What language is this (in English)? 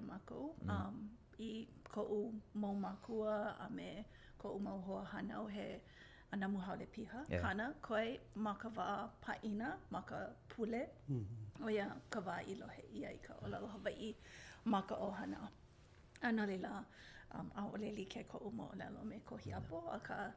Hawaiian